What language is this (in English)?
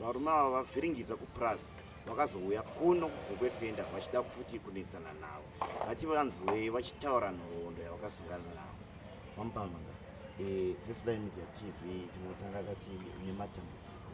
Shona